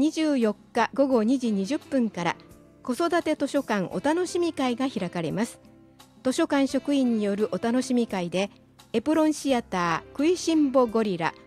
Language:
Japanese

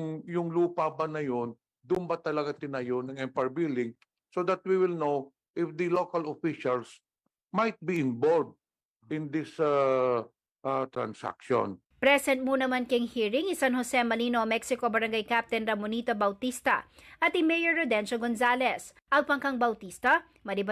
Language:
Pampanga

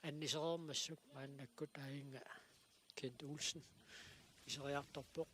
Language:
Kalaallisut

